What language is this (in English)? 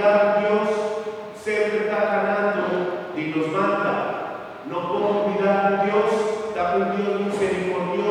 Papiamento